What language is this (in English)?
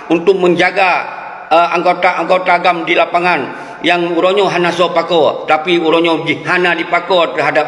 Achinese